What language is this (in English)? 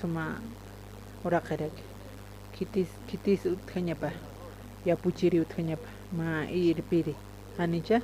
Aymara